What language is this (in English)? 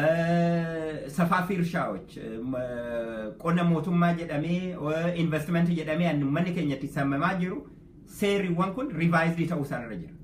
Oromo